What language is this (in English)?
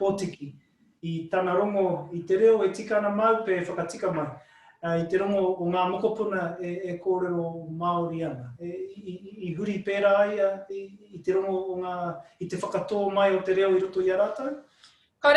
Māori